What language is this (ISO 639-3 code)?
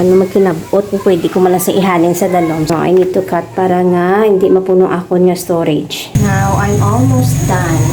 hil